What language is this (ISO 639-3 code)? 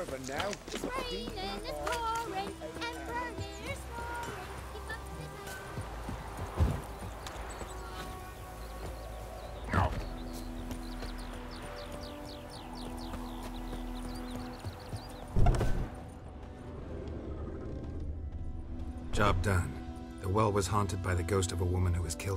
eng